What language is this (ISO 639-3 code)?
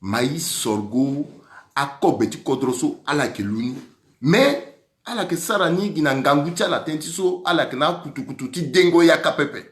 sag